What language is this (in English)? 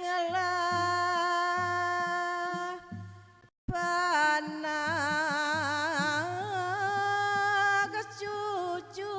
Balinese